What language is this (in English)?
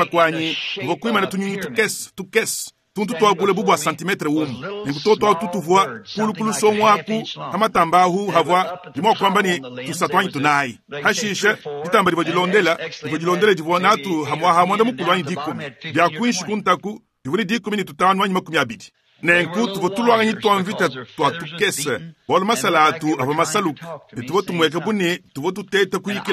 Luba-Lulua